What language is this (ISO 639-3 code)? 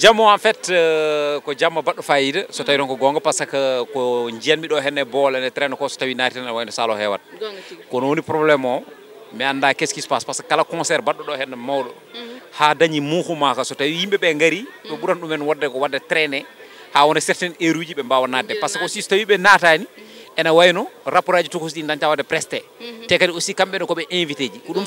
ful